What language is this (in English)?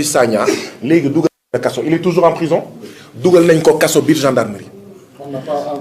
Wolof